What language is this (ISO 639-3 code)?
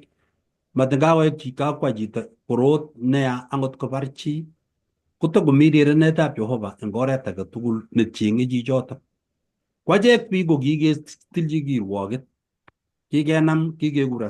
kln